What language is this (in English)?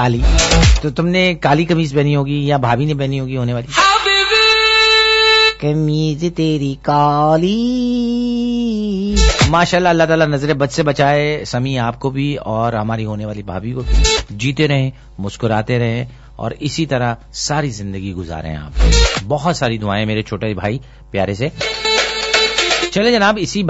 Urdu